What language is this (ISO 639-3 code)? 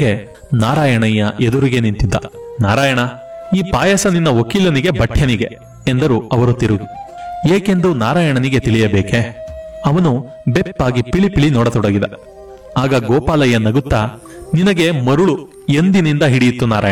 kan